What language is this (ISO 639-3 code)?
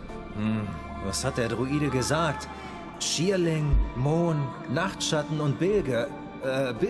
gsw